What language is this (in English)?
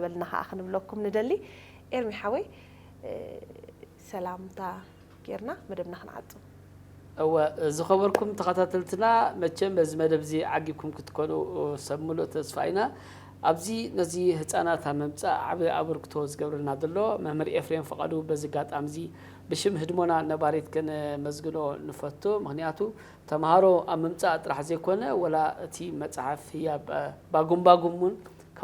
Tigrinya